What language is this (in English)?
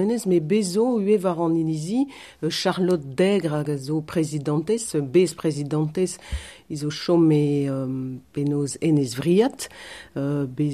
Breton